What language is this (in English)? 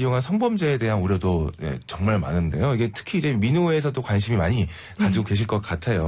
Korean